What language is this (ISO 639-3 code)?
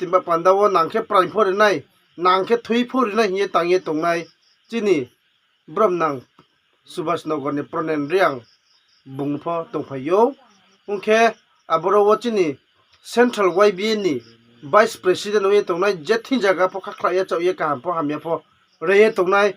ria